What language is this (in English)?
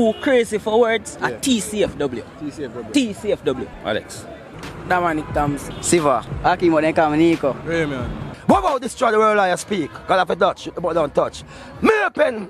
Jamaican Creole English